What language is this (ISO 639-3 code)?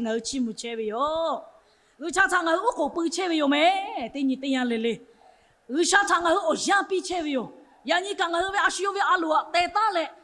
lhu